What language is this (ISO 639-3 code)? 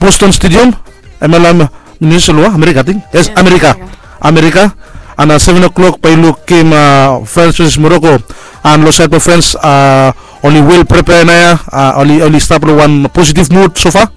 bis